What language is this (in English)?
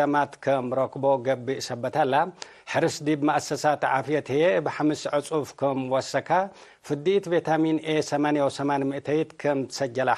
Tigre